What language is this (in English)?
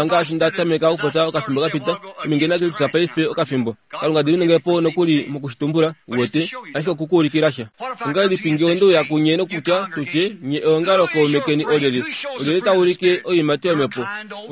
Kuanyama